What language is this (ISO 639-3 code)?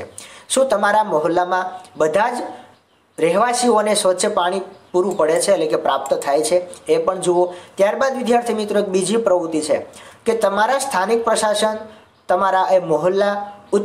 guj